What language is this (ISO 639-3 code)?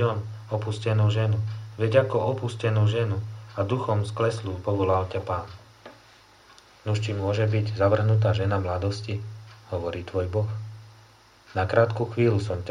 slk